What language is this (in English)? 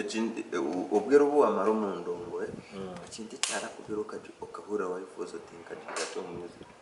Nyankole